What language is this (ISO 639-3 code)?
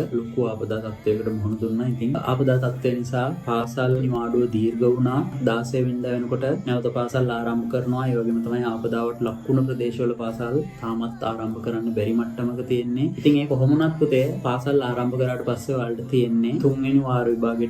sin